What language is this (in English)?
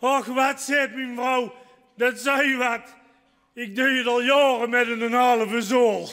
Limburgish